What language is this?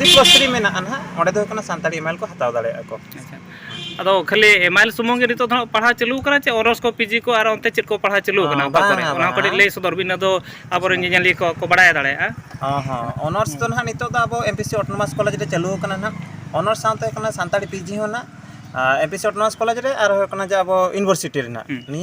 Santali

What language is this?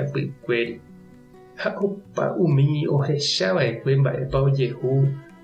Guarani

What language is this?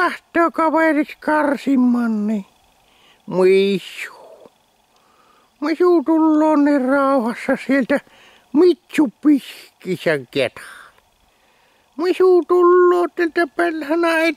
Finnish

